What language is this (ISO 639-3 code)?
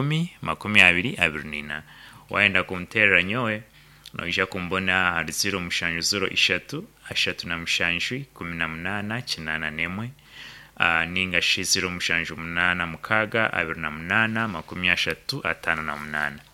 nyn